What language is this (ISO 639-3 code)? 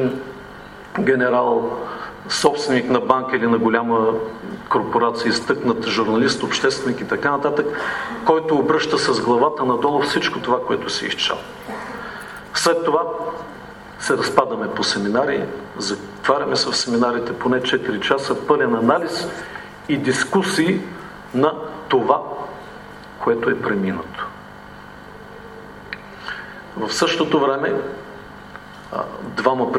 bul